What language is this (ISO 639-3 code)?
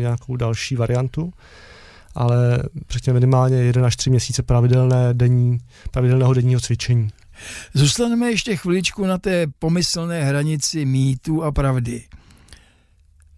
ces